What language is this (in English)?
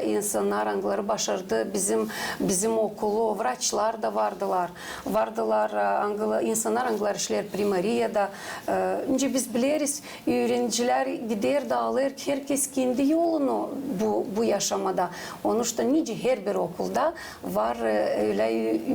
Gagauz